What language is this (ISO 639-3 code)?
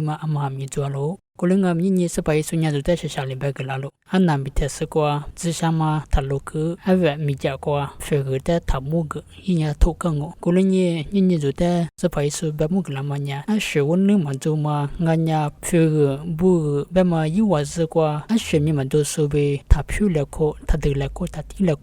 lis